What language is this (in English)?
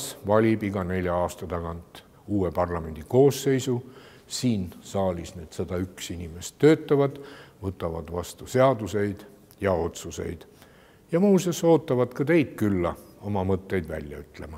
Estonian